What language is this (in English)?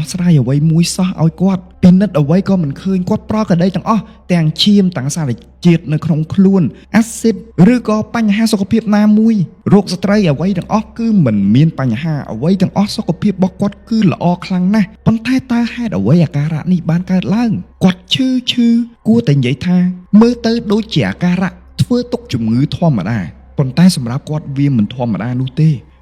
Khmer